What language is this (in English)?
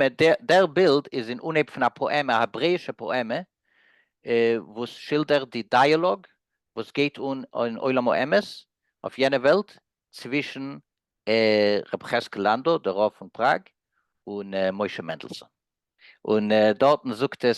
Yiddish